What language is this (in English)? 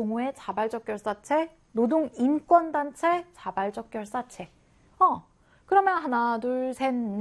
Korean